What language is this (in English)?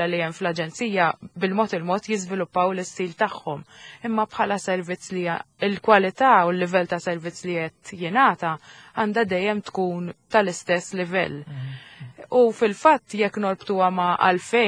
Maltese